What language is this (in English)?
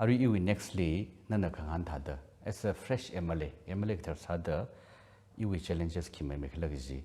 Tangkhul Naga (India)